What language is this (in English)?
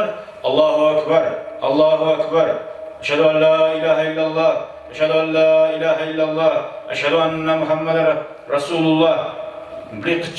Kumyk